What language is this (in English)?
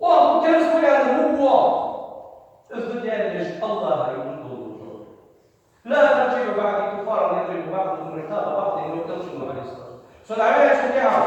Ingush